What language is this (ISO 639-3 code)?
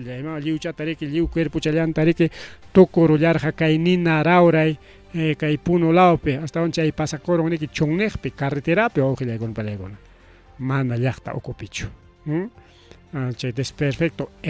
quy